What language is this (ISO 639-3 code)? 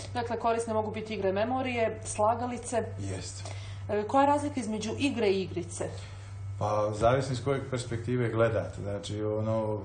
srp